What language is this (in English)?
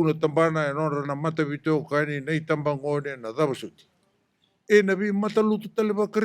Fijian